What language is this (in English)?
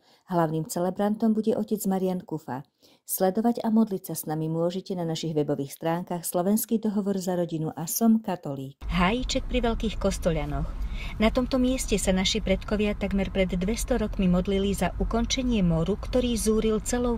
Slovak